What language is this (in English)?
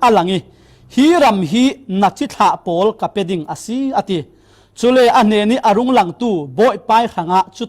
Falam Chin